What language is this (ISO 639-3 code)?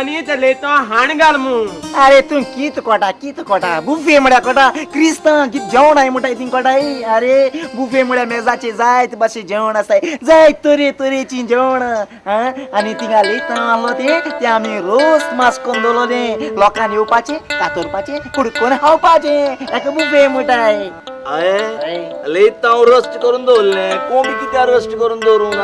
kok